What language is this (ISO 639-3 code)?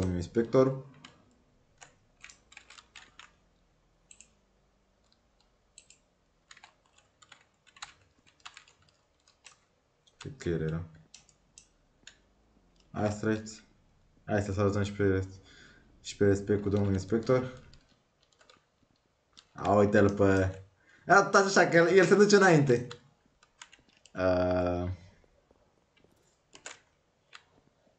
ron